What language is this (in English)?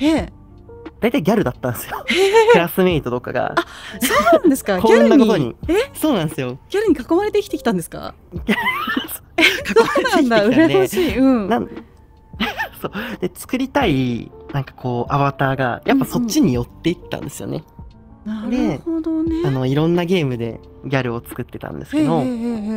Japanese